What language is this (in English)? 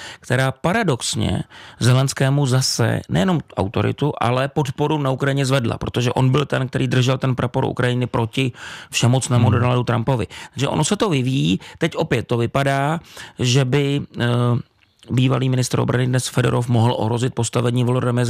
Czech